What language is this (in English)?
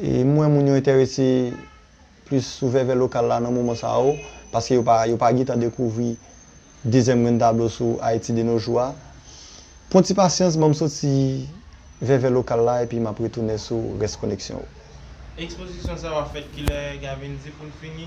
Haitian Creole